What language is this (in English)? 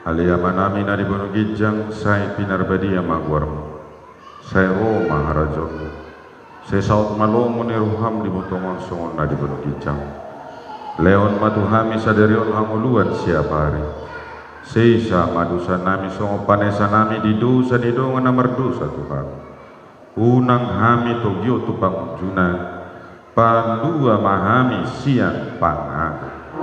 Batak Toba